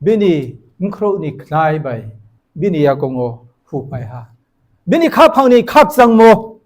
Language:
Riang (India)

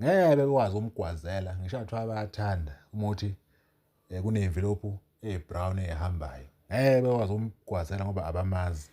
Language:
Zulu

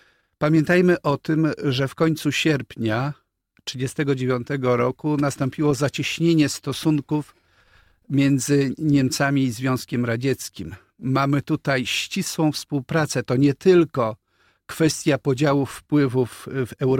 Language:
Polish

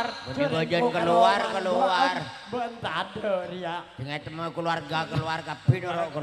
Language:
Madurese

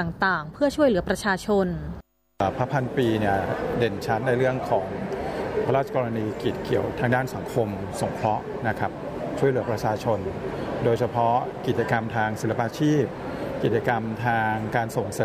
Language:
Thai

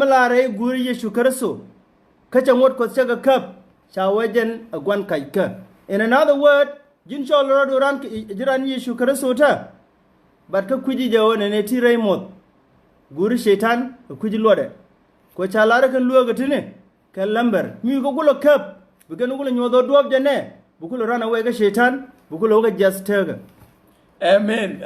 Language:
Nuer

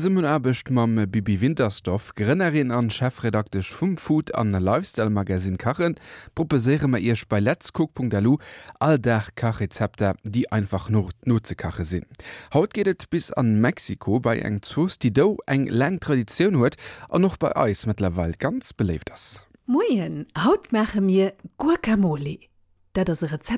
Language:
Luxembourgish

